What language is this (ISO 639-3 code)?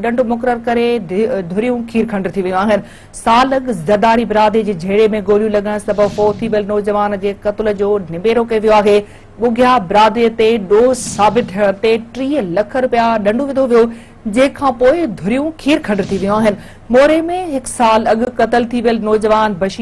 snd